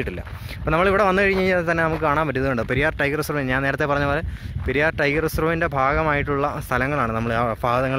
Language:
Malayalam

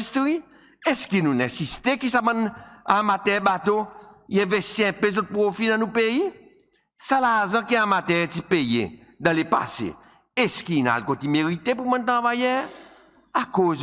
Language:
Seselwa Creole French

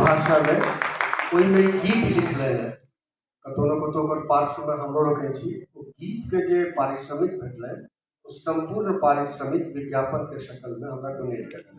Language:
Maithili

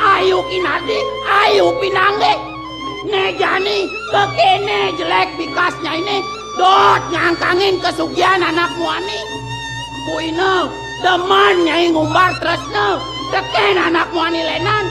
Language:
Balinese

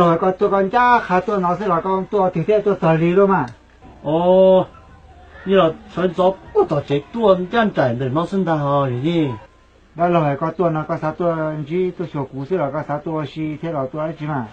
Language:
Hmong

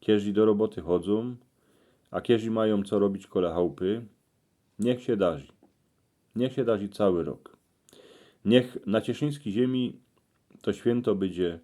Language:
Silesian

